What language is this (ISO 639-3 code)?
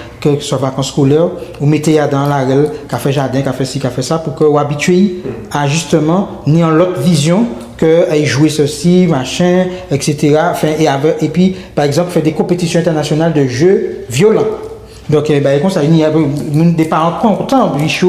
gcf